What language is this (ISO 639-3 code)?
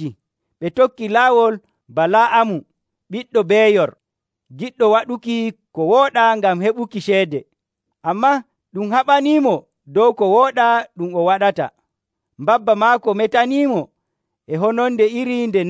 fuv